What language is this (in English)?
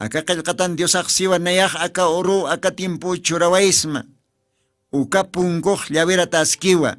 Aymara